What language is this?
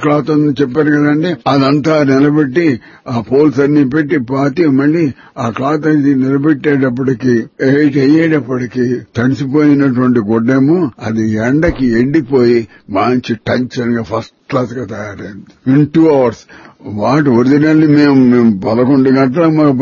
Telugu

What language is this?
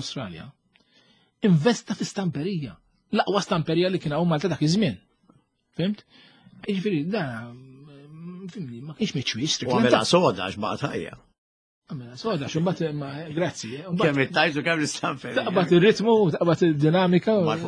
Maltese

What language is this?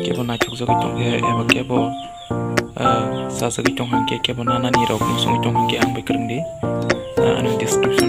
Kok Borok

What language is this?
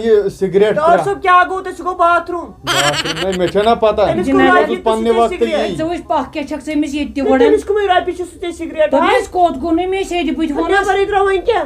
Kashmiri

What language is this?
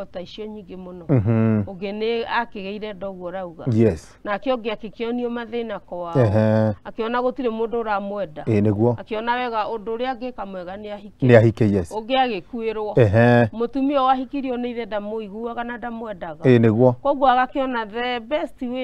Kikuyu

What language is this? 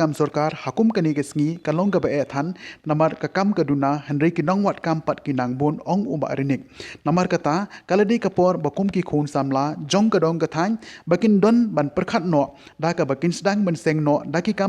Khasi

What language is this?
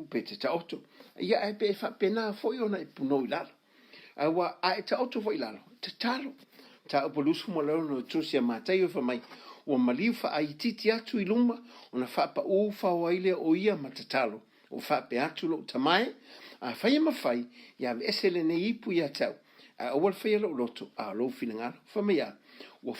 Samoan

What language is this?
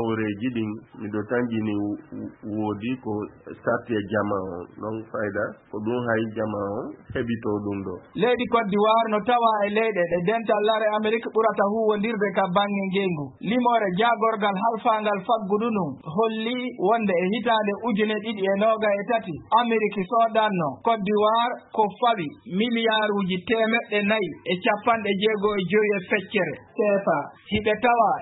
Fula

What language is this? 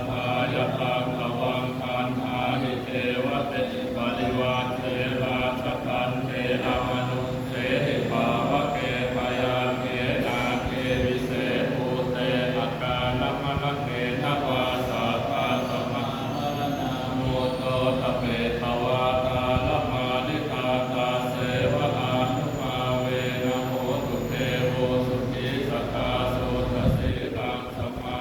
Pali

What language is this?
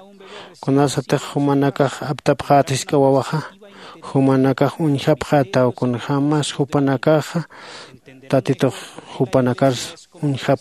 Aymara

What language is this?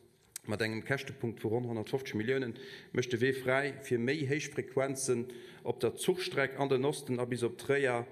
Luxembourgish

